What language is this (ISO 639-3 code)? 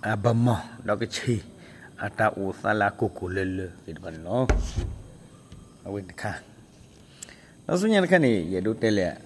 ksw